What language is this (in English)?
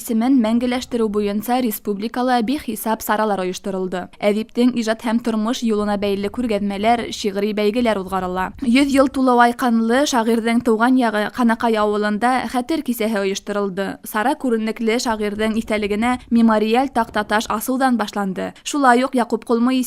Bashkir